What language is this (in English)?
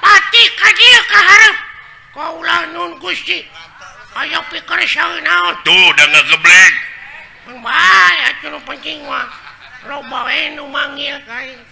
Sundanese